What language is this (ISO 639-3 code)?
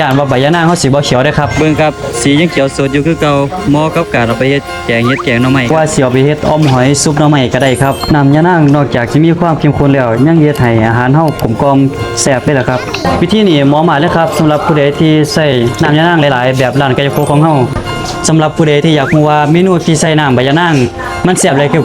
tts